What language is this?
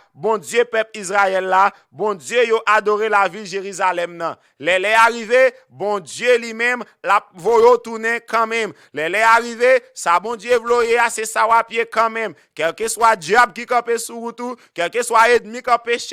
Haitian Creole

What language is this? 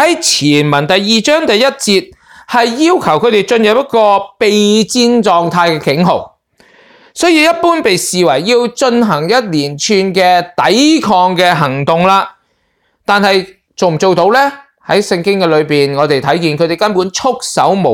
Cantonese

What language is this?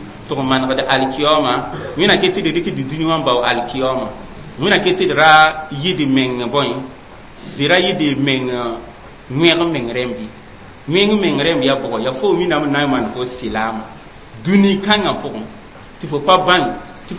Mossi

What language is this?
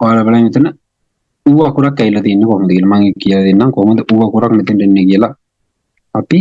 Sinhala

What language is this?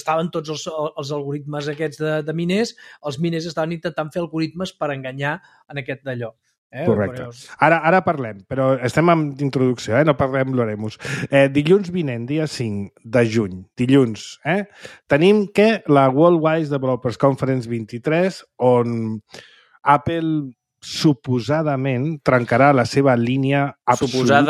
Catalan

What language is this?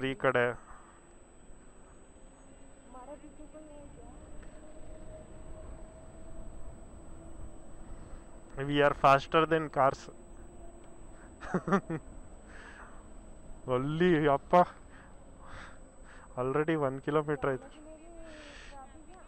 Kannada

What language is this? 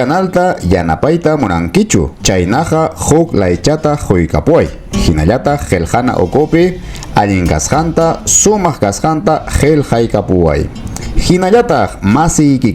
Ayacucho Quechua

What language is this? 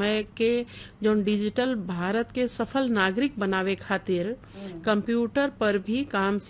Bhojpuri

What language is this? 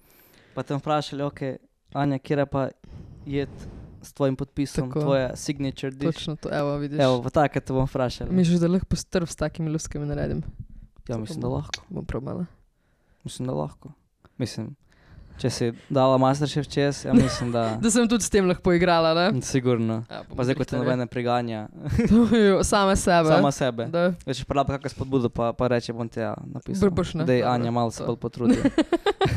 Slovenian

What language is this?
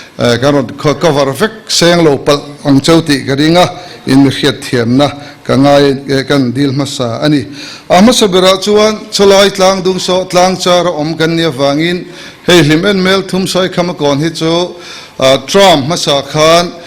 Mizo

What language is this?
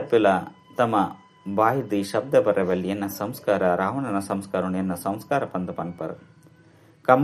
Tulu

